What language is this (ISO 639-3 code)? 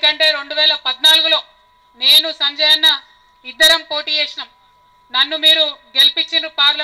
tel